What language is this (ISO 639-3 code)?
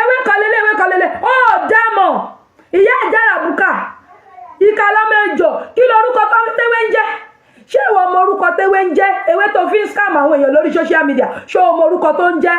yor